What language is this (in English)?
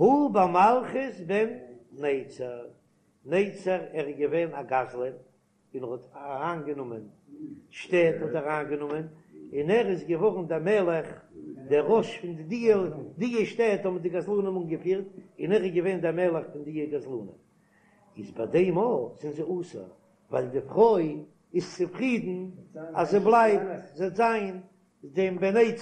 Yiddish